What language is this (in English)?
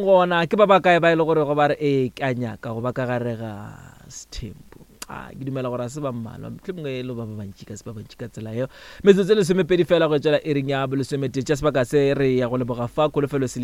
Northern Sotho